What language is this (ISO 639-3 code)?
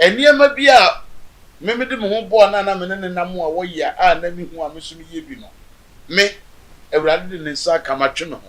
aka